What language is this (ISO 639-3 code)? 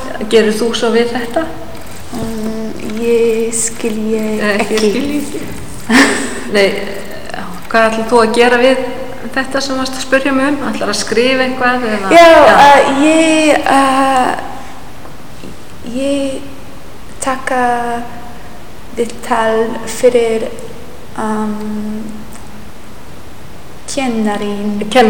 isl